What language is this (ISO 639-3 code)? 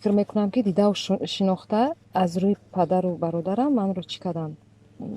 tgk